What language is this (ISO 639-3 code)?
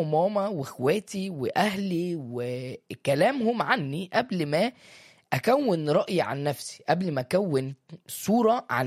arz